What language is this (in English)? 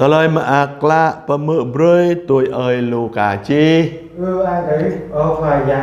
Jarai